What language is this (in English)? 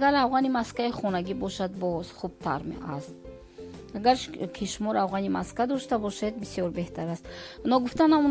Tajik